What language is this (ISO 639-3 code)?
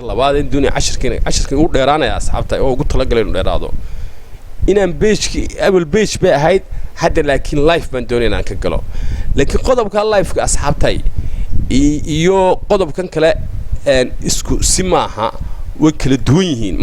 som